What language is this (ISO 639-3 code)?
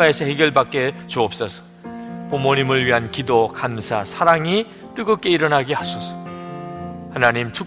kor